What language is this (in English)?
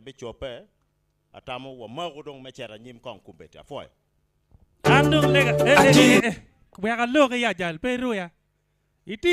Acoli